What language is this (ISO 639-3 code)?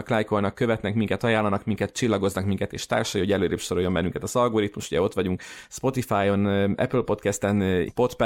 hun